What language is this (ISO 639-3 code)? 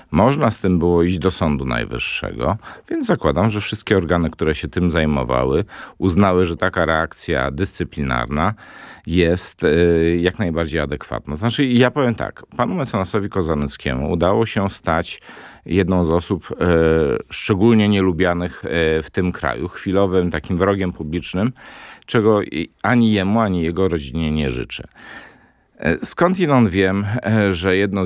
pol